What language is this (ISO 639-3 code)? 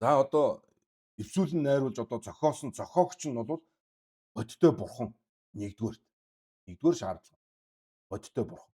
mon